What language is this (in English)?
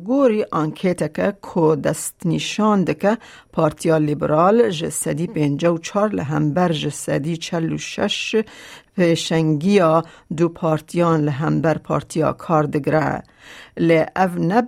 Kurdish